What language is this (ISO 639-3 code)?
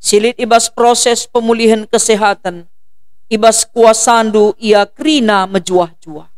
btx